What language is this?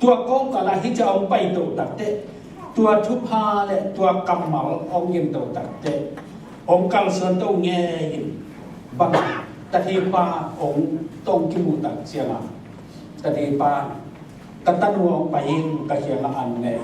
Tedim Chin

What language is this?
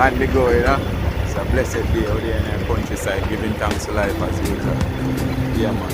Jamaican Creole English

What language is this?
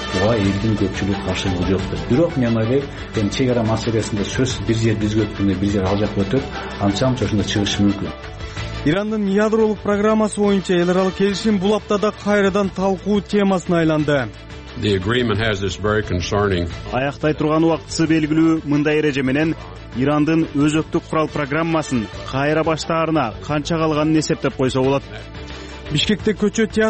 Kyrgyz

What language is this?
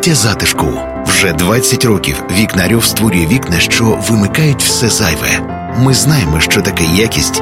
Ukrainian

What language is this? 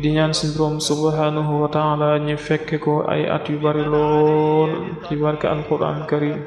Wolof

